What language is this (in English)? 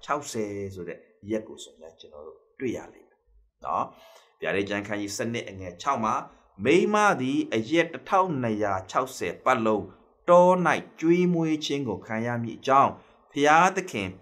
Burmese